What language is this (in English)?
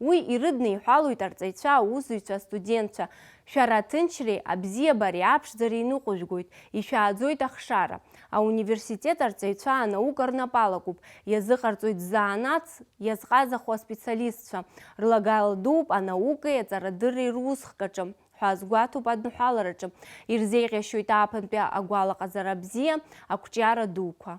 Abkhazian